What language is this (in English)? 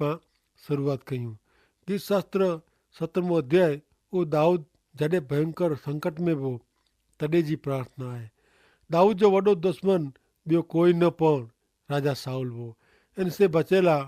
Kachhi